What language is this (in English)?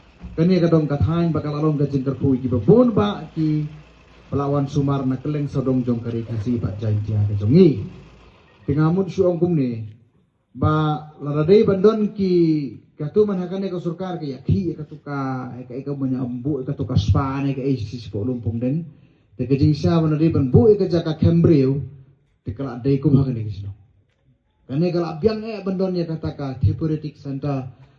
Khasi